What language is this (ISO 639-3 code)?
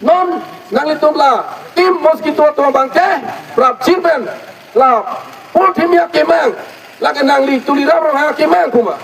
mjw